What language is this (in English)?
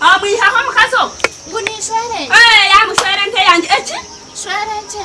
Nyankole